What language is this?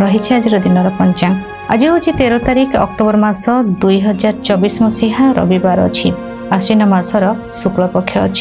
Odia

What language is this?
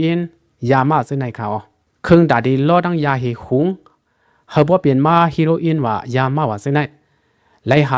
Shan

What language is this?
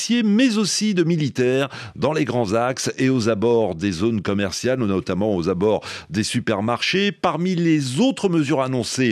French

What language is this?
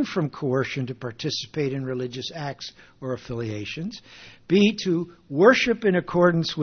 English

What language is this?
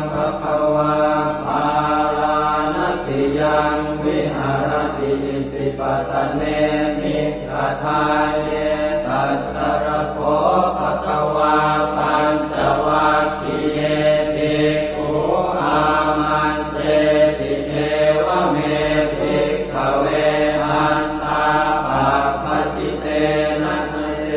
Pali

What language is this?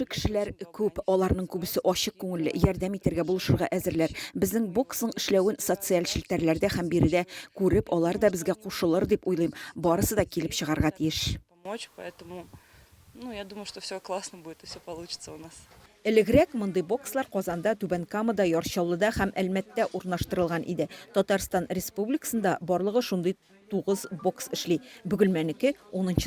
Tatar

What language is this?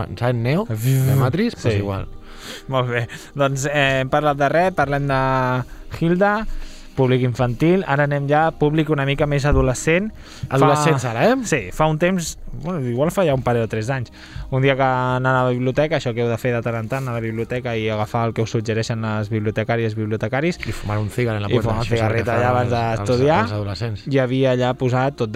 Catalan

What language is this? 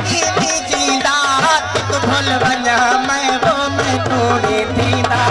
Saraiki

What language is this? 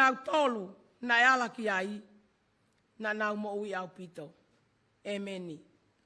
Tongan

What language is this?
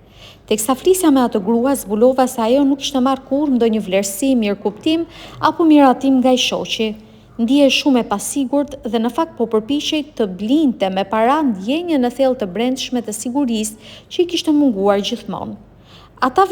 Albanian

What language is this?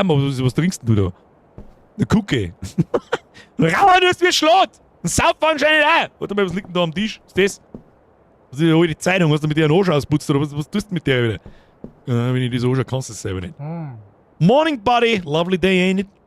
Bavarian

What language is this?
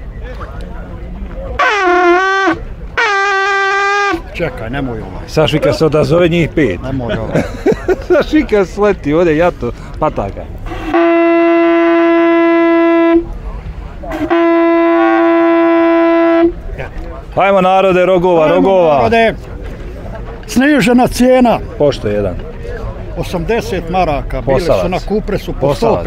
Bosnian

